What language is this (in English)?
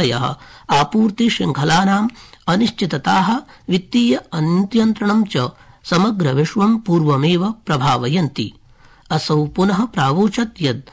Sanskrit